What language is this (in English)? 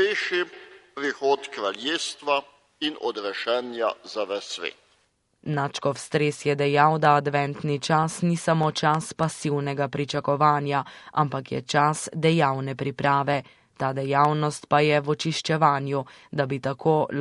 Slovenian